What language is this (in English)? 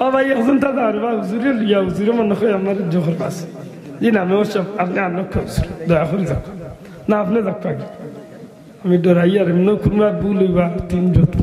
Sylheti